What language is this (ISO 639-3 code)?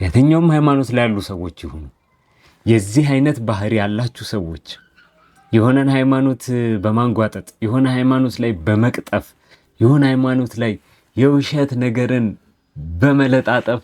amh